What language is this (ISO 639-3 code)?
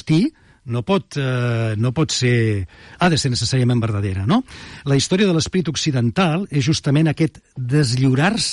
cat